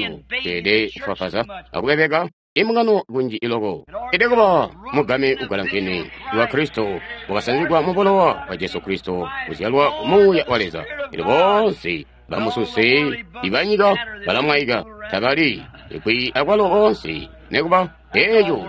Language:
Tonga (Zambia)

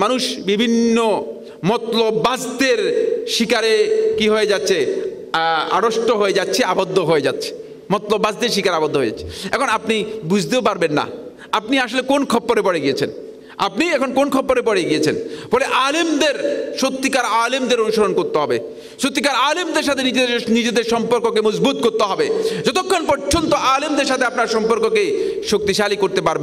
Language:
Bangla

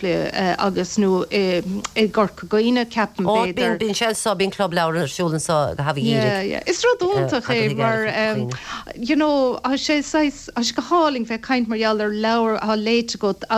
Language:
Irish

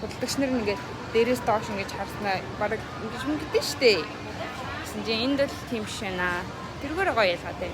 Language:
Mongolian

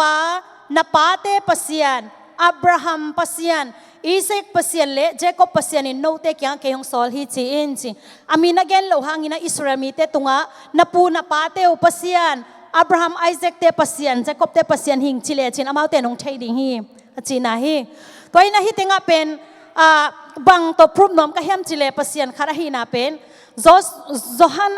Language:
Tedim Chin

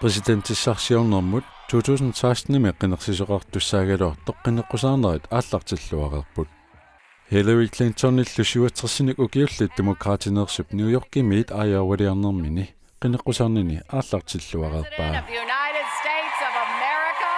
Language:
Kalaallisut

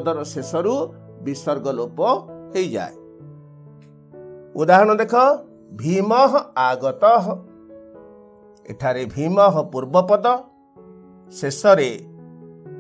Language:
Odia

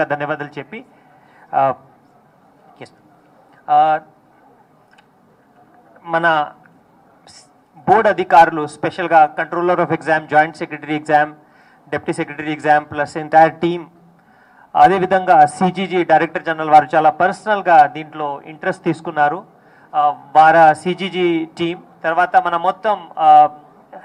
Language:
Telugu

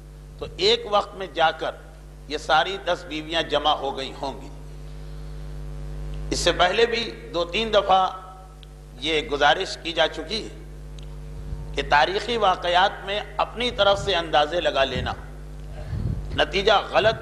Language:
Urdu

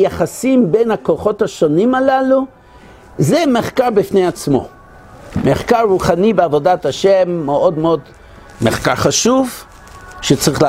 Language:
Hebrew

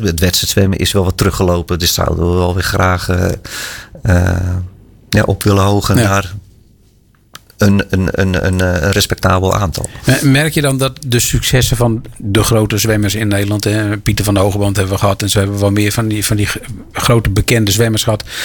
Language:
Dutch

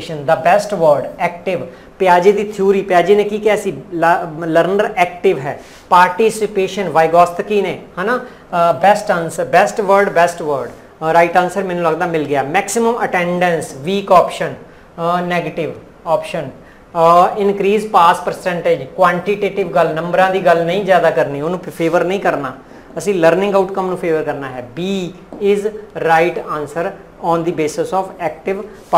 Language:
Punjabi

